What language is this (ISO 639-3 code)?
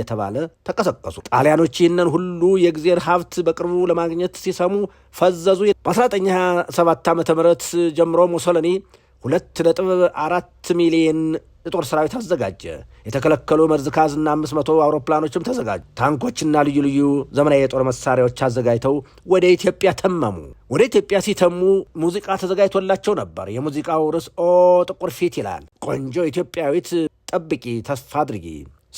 amh